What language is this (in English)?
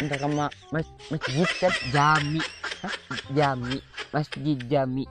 Madurese